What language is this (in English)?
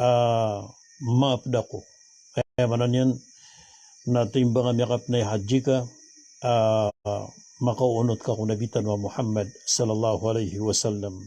Maranao